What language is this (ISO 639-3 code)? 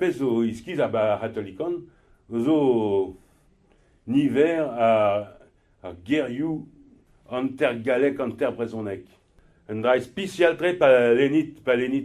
bre